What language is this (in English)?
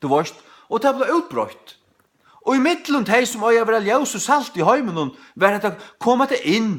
Faroese